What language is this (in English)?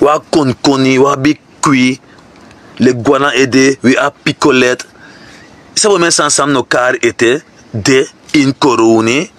Sranan Tongo